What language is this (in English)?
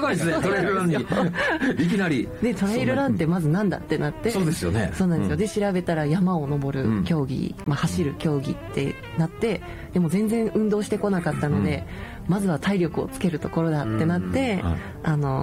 Japanese